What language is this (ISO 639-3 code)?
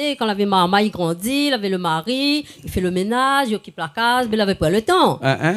rcf